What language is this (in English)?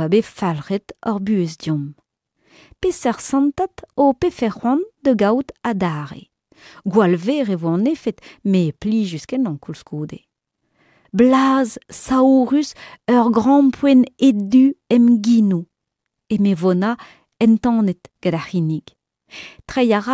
Breton